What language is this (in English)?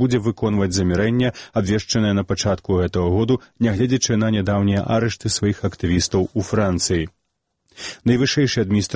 Belarusian